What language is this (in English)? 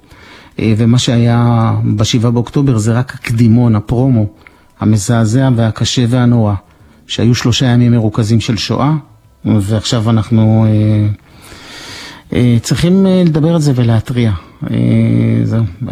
Hebrew